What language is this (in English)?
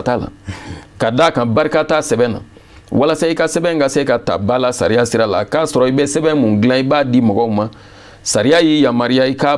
Bambara